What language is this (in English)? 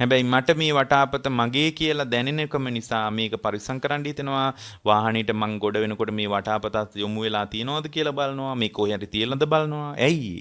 Sinhala